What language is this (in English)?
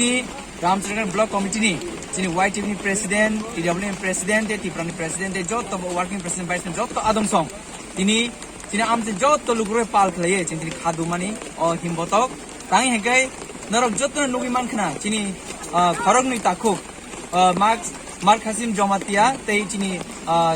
Kok Borok